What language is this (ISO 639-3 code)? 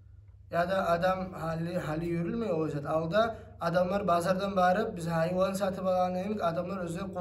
kum